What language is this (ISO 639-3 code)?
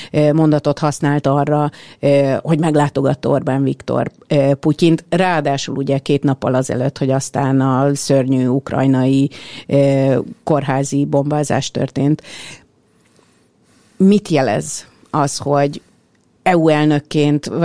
hun